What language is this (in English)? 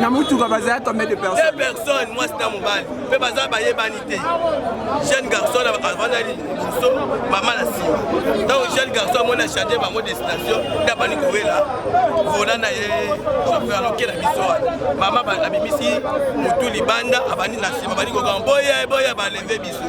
Lingala